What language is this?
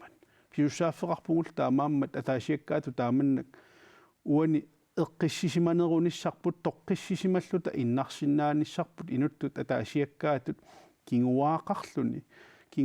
Kalaallisut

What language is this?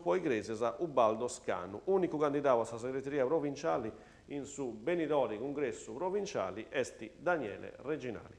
Sardinian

